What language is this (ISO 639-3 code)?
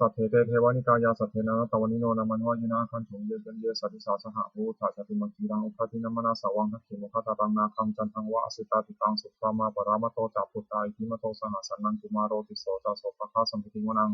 pli